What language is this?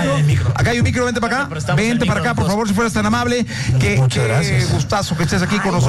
Spanish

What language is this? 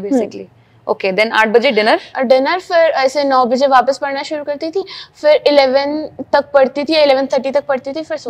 Hindi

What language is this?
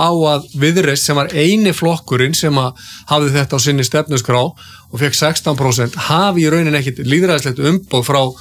Icelandic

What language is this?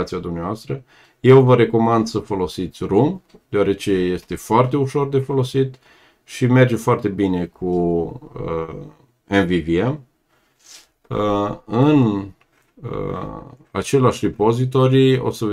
Romanian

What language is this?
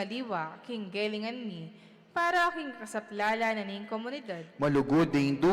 Pampanga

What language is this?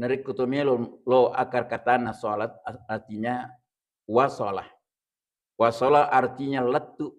Buginese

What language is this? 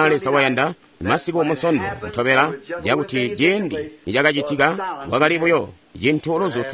Tonga (Zambia)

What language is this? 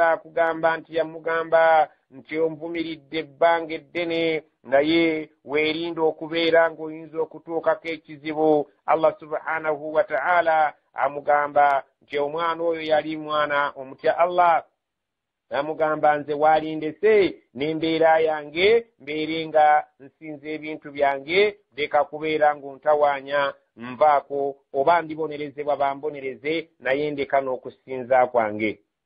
Ganda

